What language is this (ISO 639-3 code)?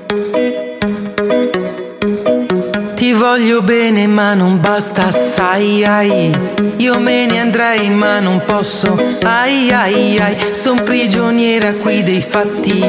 ita